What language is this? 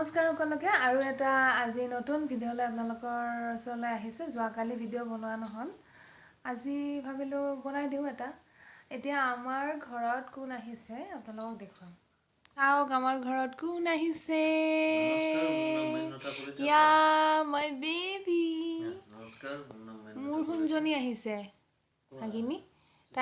Assamese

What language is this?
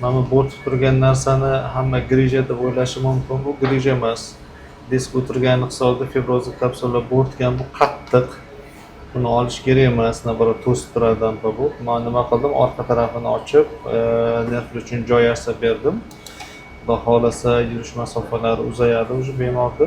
Uzbek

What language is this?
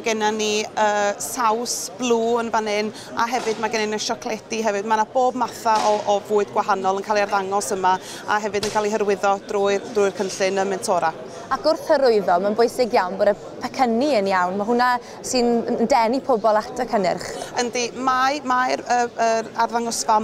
Welsh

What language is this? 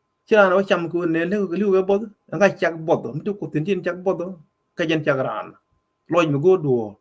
Nuer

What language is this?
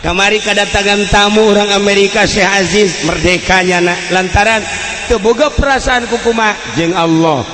Sundanese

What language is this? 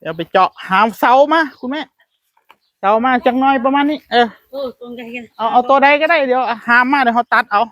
Northeastern Thai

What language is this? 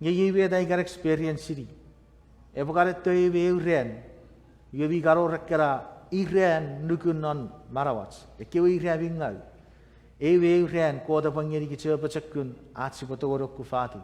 Chuukese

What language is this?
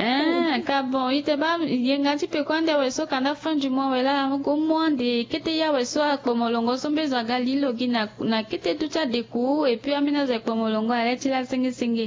Sango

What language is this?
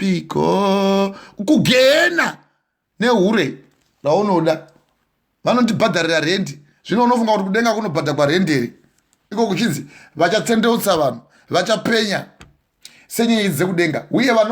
Shona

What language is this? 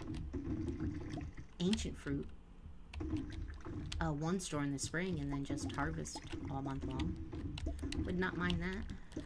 English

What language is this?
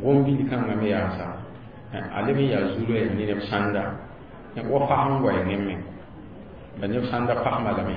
Mossi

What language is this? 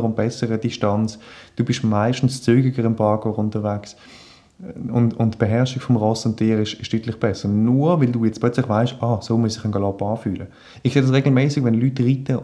German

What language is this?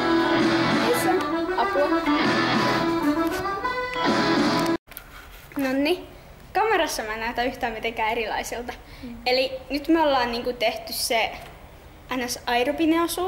Finnish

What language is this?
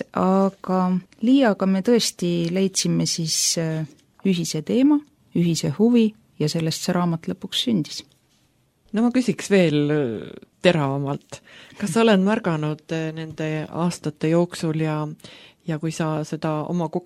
Estonian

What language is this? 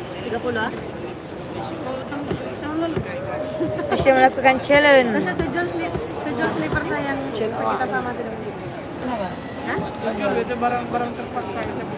Malay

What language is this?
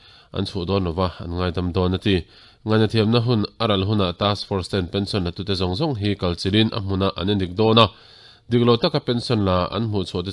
Mizo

